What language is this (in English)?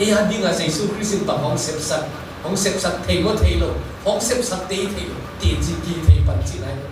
Tedim Chin